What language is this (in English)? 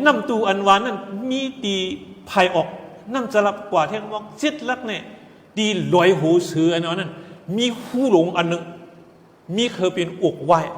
Shan